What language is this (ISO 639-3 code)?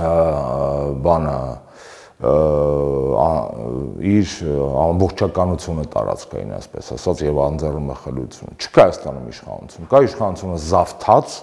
hye